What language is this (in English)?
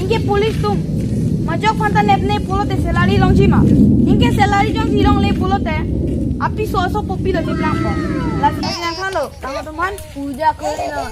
Karbi